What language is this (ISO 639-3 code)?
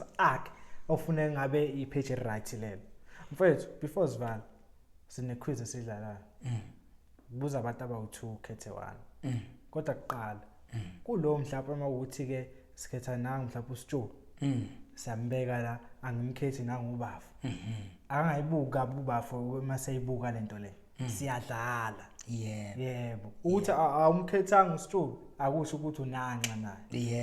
zul